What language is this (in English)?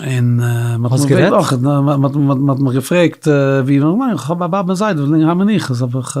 Yiddish